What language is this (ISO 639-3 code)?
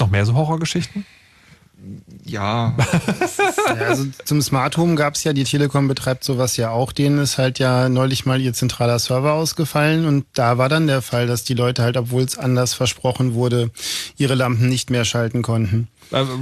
deu